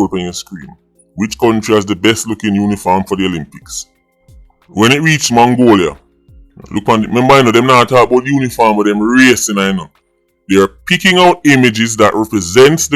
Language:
Jamaican Creole English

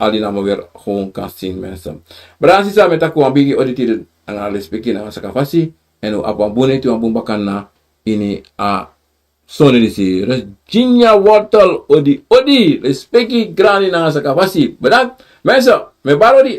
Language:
Sranan Tongo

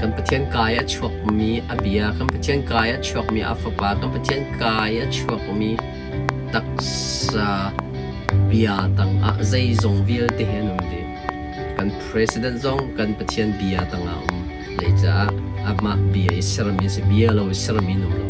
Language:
Hakha Chin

